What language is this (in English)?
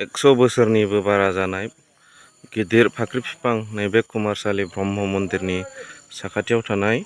Bodo